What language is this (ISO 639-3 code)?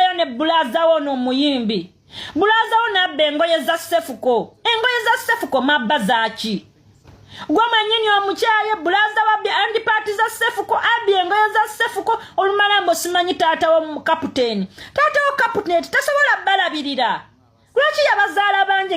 lug